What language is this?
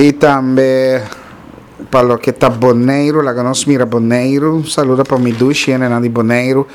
Papiamento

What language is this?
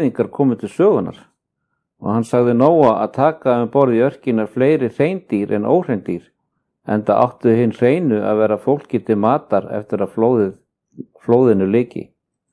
Icelandic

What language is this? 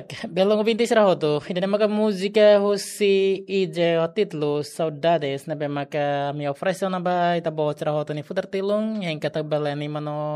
Tetum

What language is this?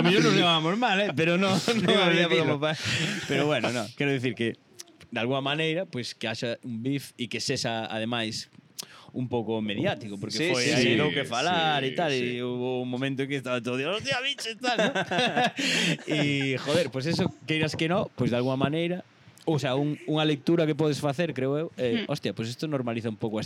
Galician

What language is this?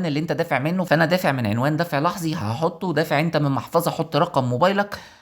Egyptian Arabic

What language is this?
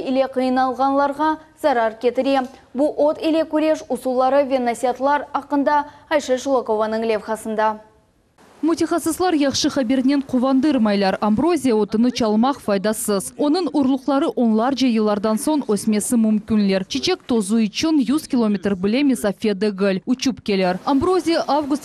Crimean Tatar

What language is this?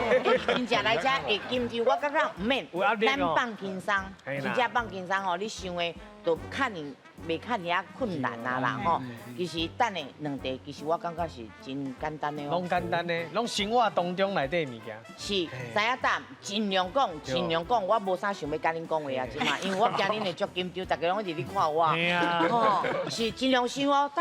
Min Nan Chinese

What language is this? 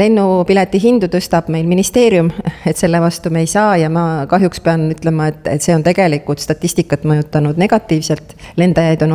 Estonian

